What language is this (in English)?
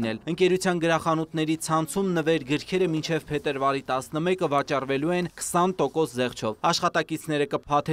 Armenian